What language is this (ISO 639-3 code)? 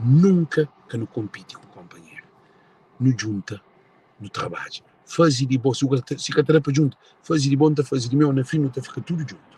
kea